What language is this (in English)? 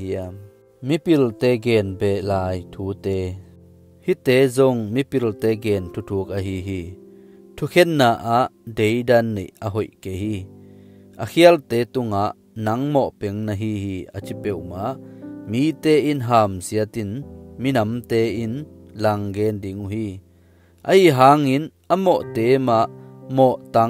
Tedim Chin